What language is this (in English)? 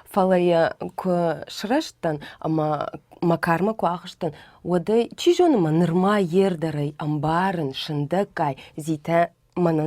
Ossetic